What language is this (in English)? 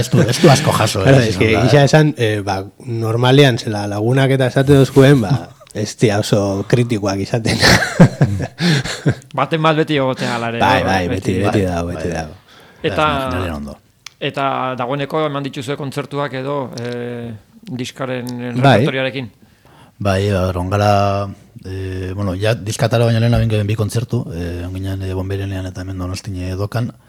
Basque